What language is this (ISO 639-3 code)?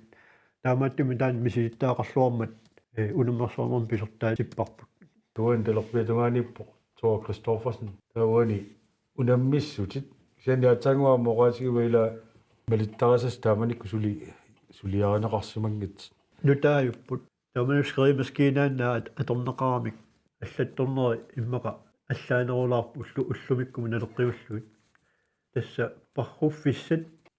kal